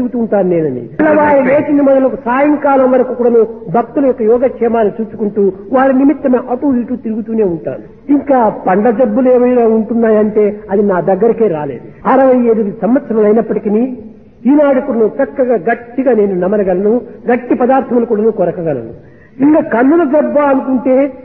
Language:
Telugu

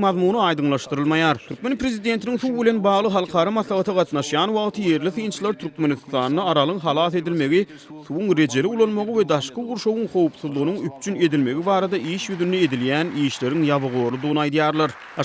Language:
Turkmen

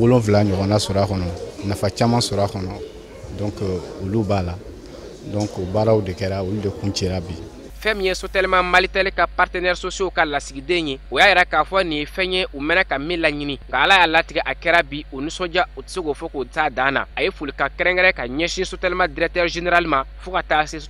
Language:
Bambara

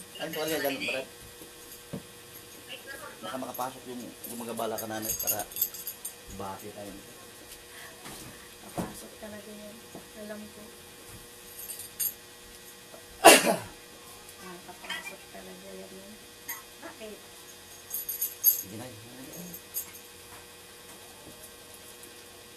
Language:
Filipino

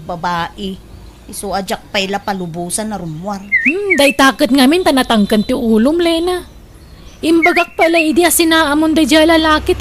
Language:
Iloko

